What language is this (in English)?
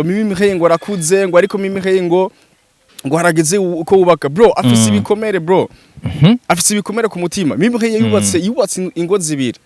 Rundi